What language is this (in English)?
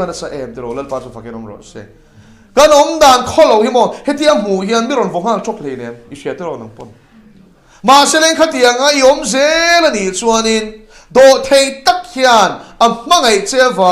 Mizo